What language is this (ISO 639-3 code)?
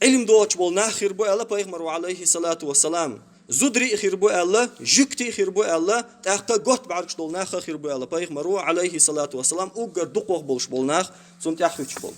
che